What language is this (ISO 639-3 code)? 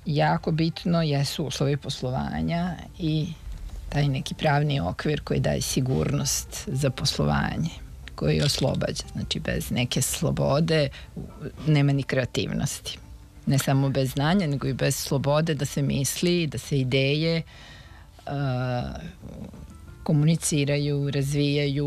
srp